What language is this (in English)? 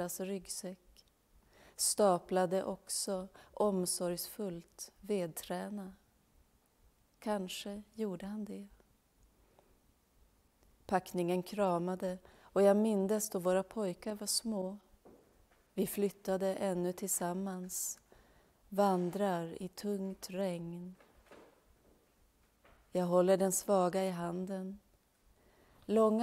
Swedish